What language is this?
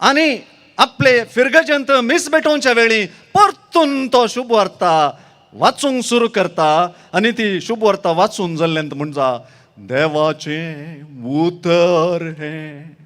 Konkani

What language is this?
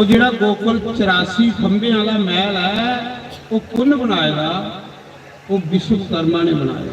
Dogri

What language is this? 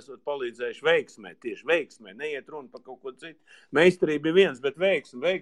Latvian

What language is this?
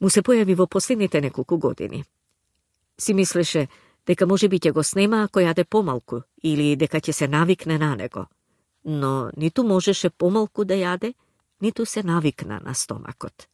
Macedonian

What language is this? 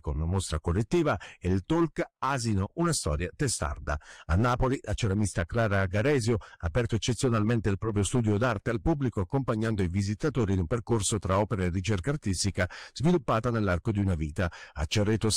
Italian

